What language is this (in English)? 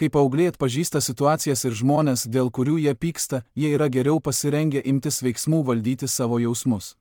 Lithuanian